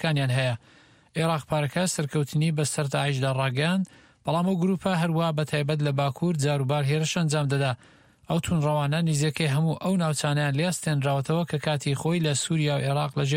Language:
Central Kurdish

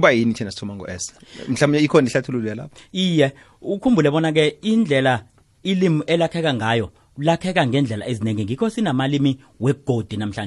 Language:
South Ndebele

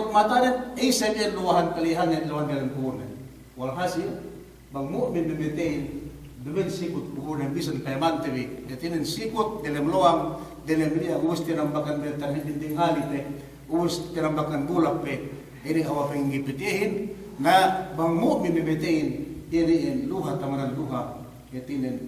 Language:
Yakan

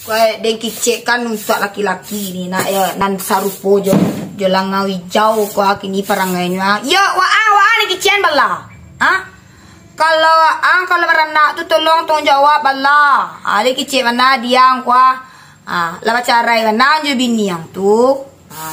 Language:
Minangkabau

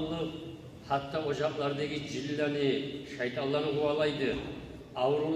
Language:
Kumyk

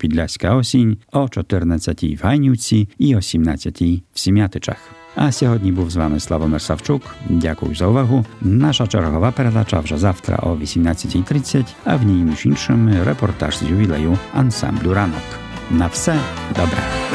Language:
Ukrainian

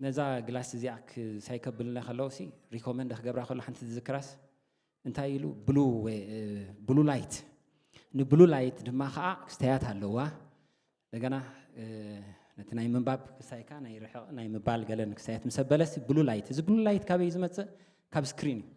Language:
Tigrinya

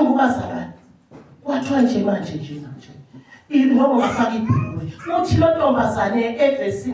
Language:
Zulu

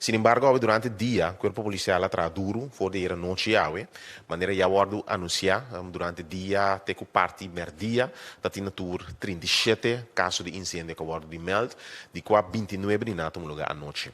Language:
Papiamento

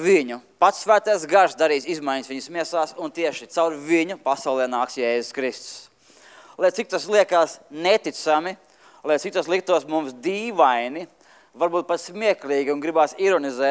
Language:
Latvian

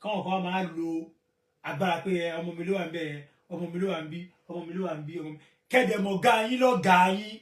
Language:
Yoruba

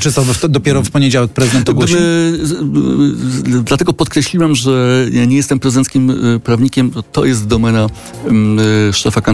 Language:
Polish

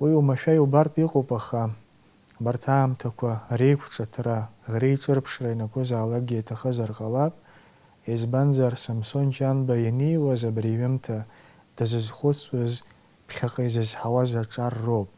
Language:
Abkhazian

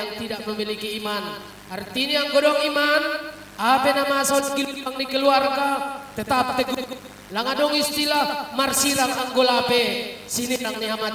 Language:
Batak Simalungun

